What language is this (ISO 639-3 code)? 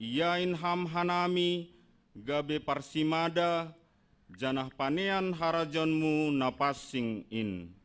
bts